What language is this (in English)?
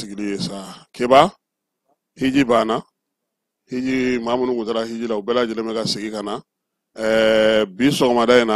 Bambara